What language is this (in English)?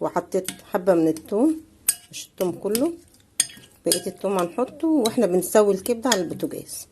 Egyptian Arabic